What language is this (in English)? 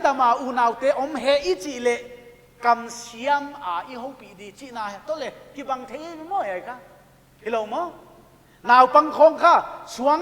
Paite Chin